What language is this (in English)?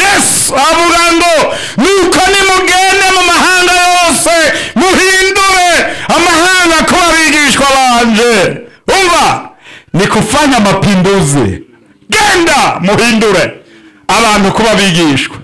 Rundi